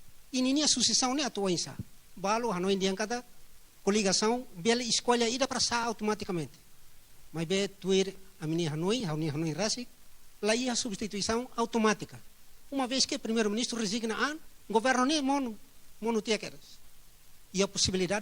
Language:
Tetum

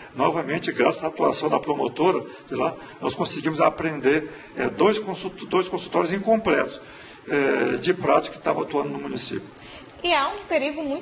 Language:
Portuguese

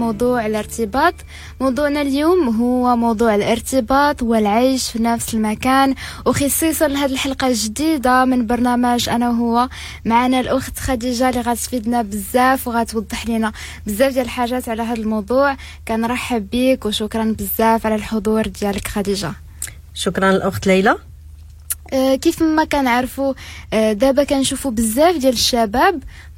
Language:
Moroccan Arabic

